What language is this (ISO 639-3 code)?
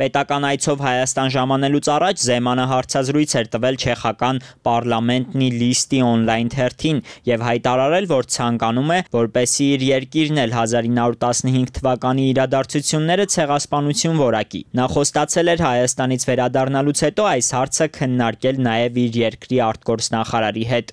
hye